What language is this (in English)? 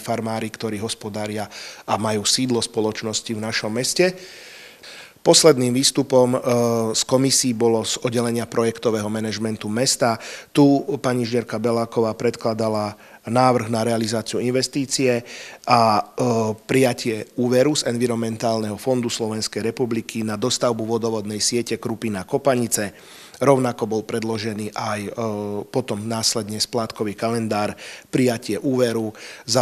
Slovak